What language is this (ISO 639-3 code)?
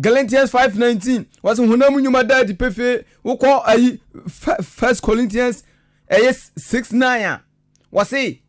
aka